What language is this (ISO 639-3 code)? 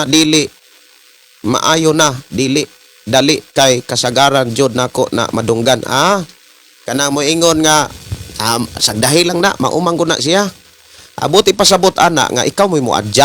ceb